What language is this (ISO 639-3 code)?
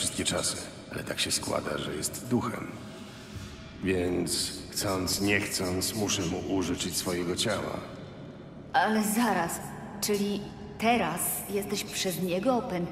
pol